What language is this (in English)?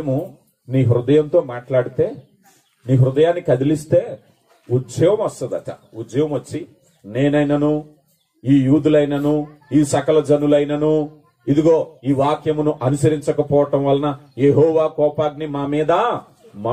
Telugu